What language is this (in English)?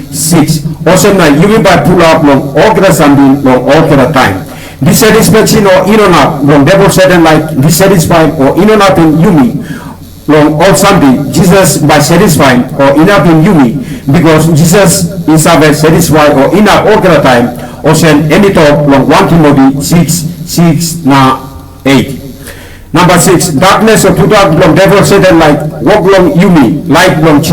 Tok Pisin